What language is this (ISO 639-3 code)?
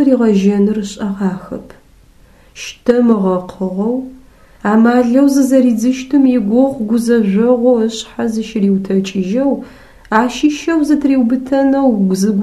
ady